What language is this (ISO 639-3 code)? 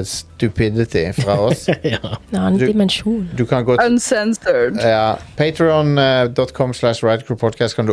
nor